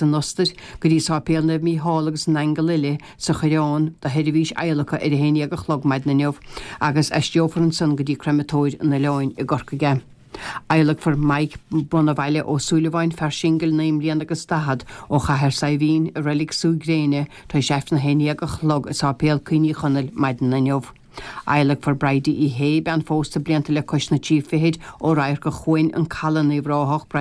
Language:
Irish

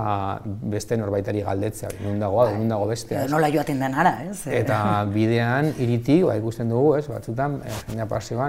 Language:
Basque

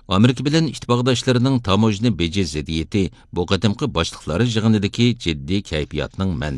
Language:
Uyghur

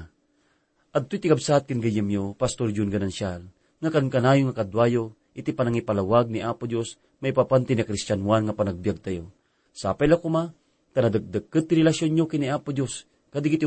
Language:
Iloko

